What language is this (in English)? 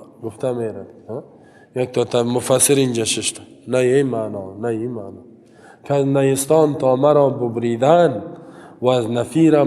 Tajik